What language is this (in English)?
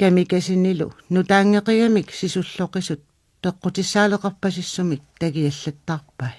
Kalaallisut